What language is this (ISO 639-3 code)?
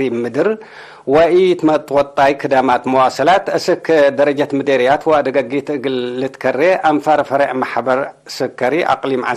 tig